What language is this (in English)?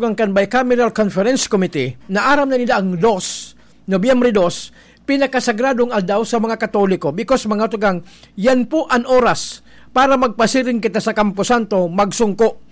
Bikol